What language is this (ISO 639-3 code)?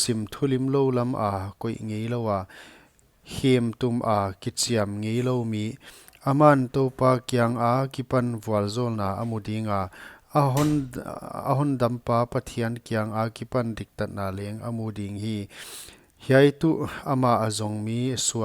pck